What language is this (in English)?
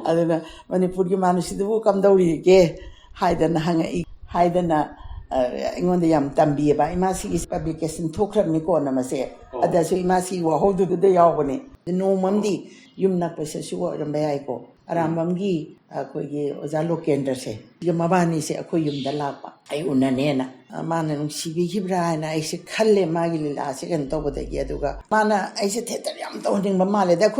Manipuri